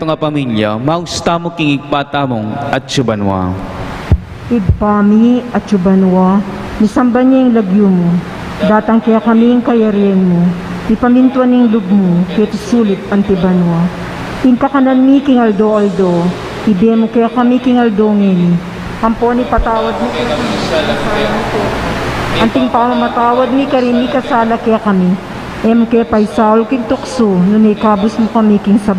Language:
Pampanga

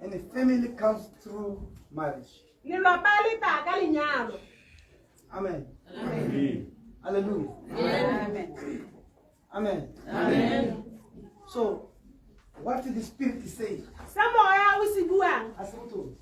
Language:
Tswana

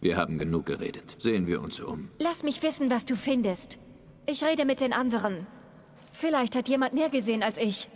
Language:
Swiss German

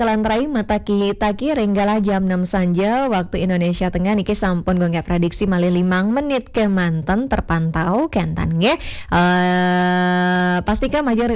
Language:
Balinese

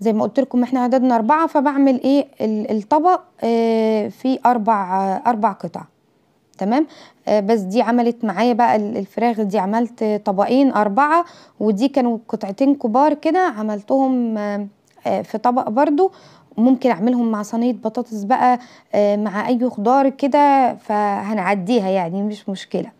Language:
Egyptian Arabic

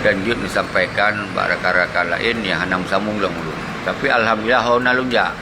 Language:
Achinese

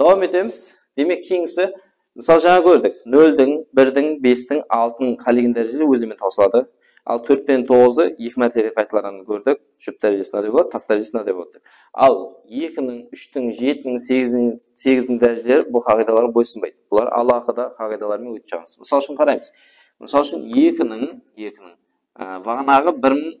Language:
Kara-Kalpak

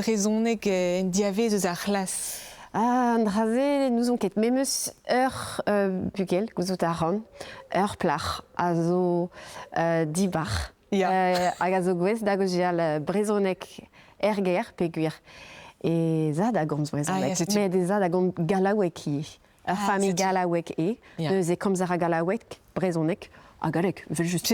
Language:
Breton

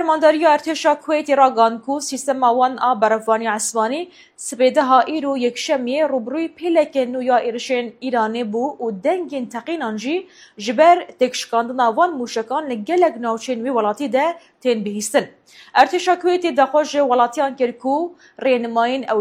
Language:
Kurdish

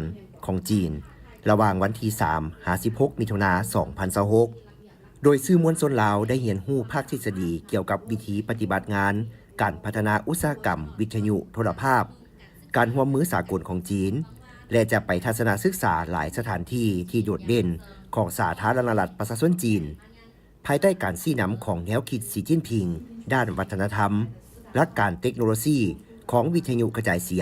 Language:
Lao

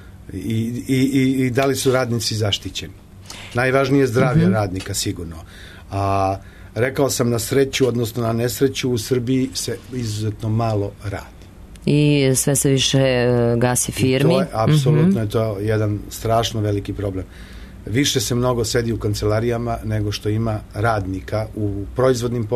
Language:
Serbian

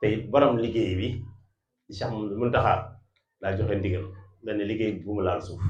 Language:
Wolof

